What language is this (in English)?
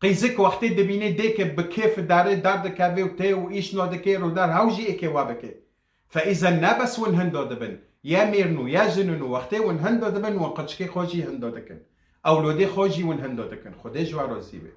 Kurdish